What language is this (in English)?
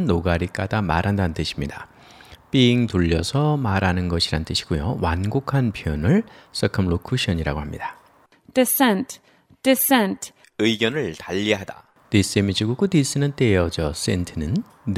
Korean